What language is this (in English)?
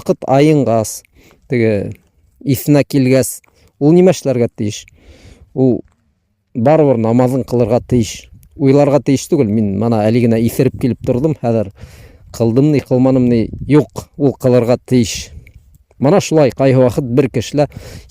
Bashkir